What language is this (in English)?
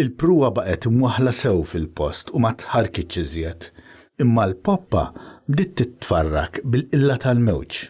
Maltese